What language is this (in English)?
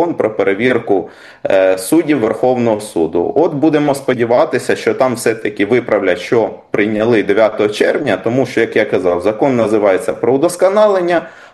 Ukrainian